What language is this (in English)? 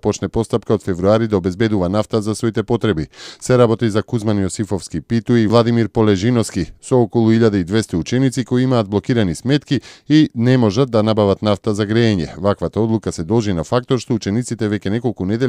Macedonian